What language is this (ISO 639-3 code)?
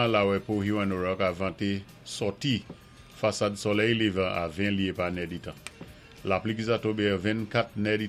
acf